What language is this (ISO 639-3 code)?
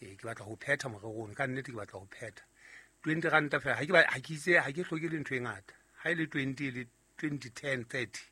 sot